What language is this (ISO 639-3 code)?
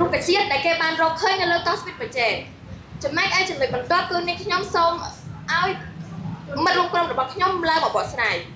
khm